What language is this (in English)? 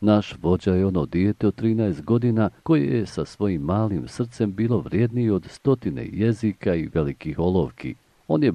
Bosnian